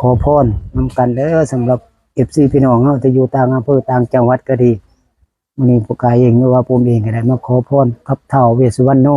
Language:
Northeastern Thai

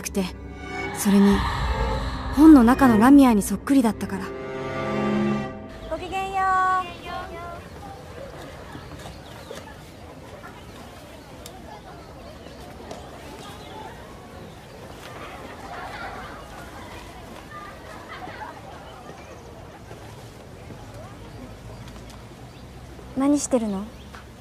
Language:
Japanese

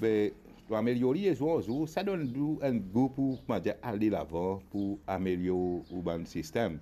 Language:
Morisyen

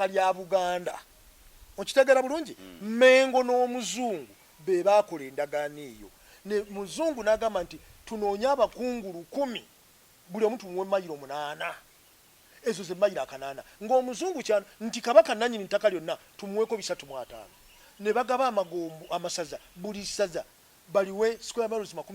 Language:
Ganda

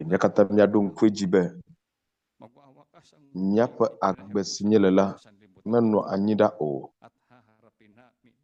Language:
Ewe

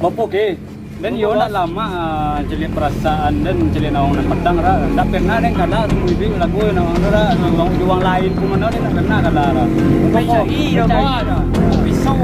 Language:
Minangkabau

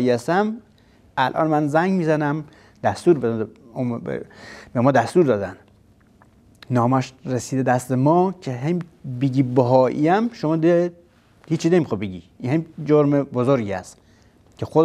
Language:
Persian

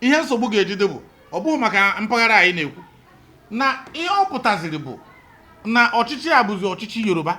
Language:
Igbo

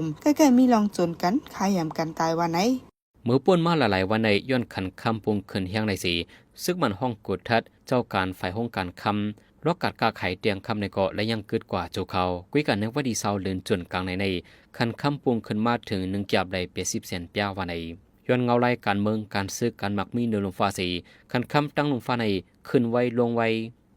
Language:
Shan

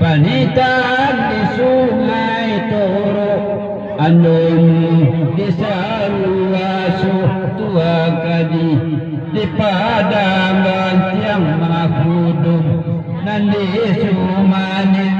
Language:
Minangkabau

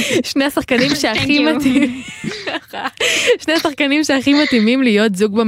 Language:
Hebrew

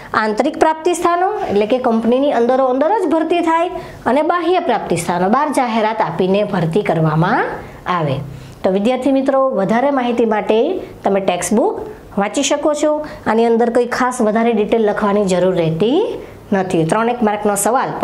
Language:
Gujarati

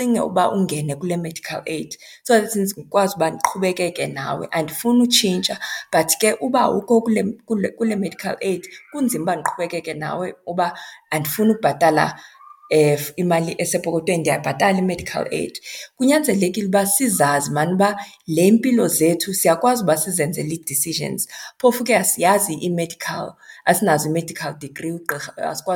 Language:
Xhosa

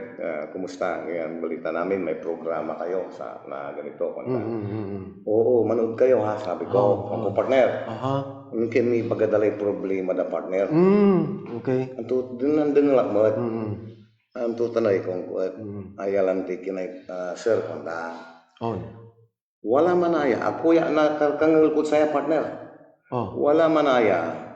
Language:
Pangasinan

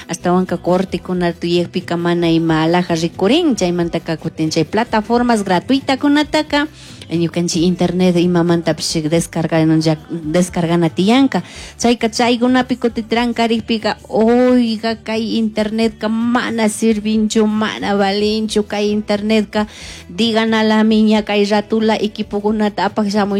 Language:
Chimborazo Highland Quichua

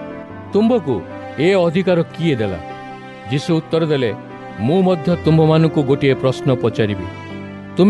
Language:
Odia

